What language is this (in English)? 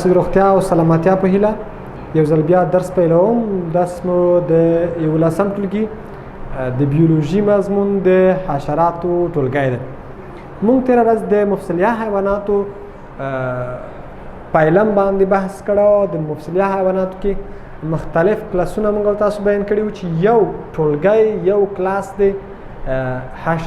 Pashto